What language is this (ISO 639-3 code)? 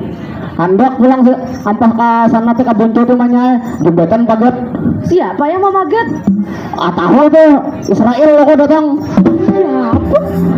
bjn